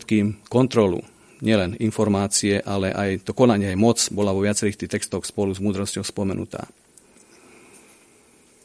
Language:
Slovak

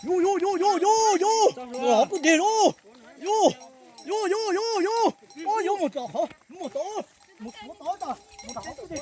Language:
Hmong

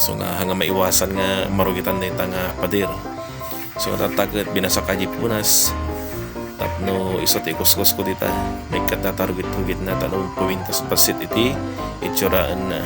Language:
Iloko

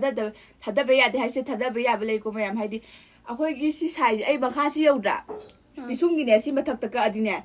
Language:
Manipuri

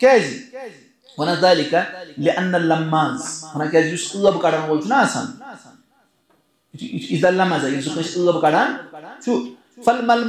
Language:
Kashmiri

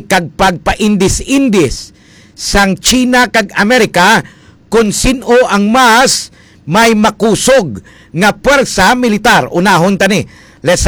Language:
Hiligaynon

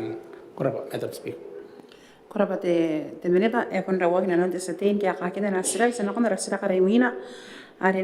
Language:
Gilbertese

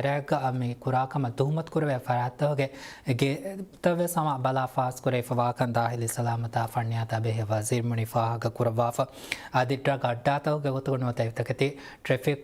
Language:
Divehi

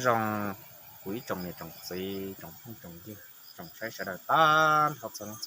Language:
Hmong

